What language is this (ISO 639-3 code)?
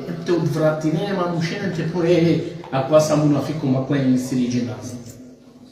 rmn